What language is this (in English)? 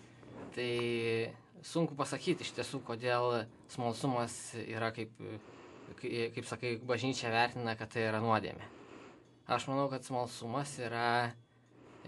Lithuanian